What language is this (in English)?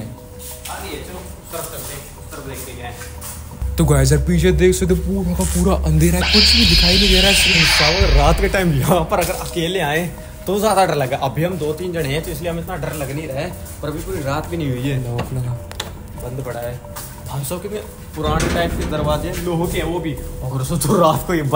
Hindi